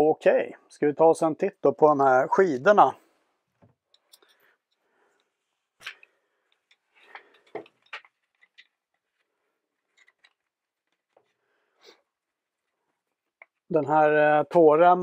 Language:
Swedish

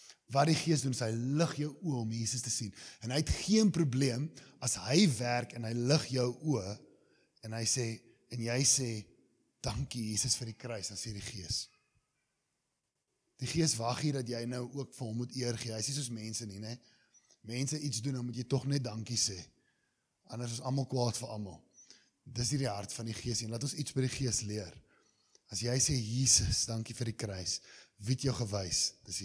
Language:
Afrikaans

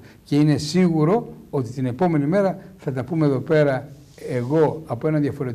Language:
Greek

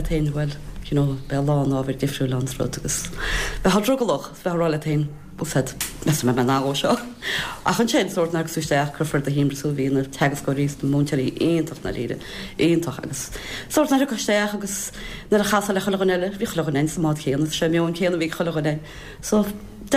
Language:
Irish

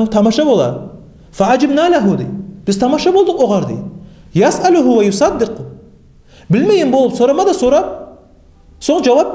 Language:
Kumyk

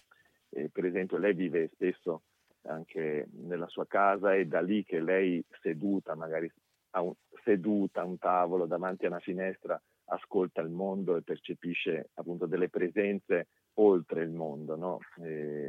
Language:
Italian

